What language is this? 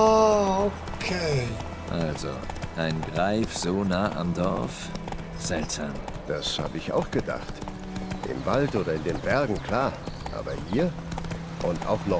Swiss German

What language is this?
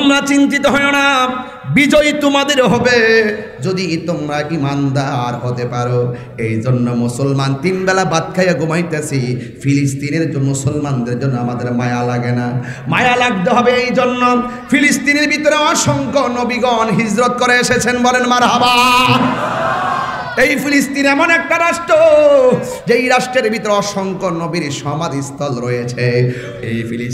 Bangla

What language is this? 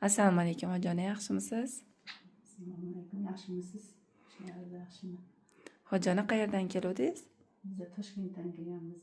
Uzbek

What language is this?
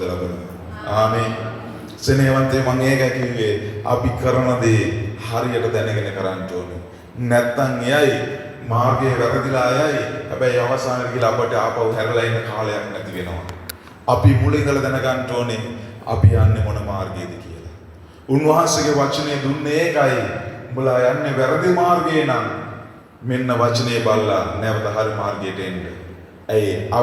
Sinhala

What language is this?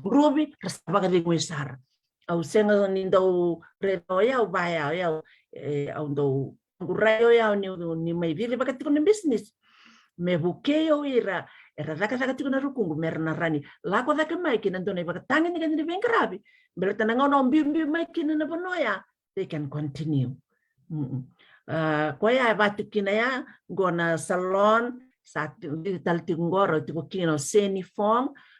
Fijian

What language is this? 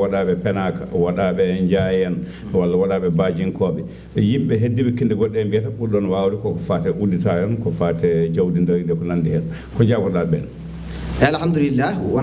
Fula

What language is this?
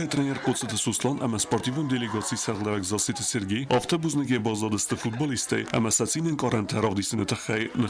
Ossetic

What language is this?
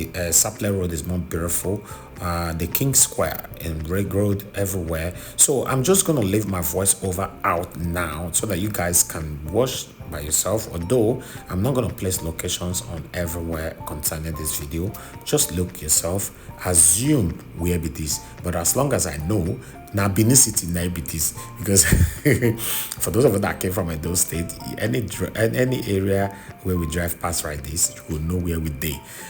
Nigerian Pidgin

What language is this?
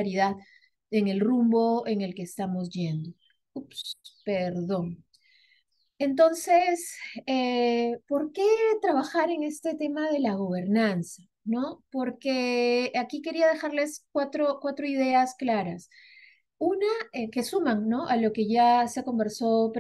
Spanish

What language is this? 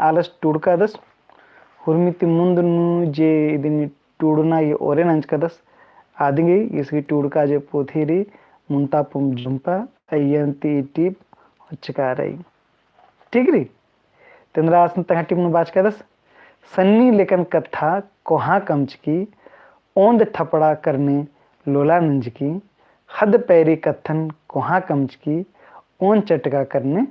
Kurukh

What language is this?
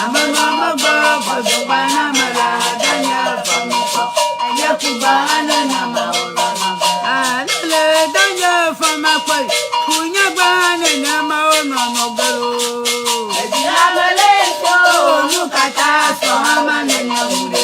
Ewe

